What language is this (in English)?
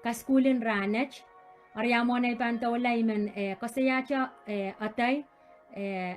Pohnpeian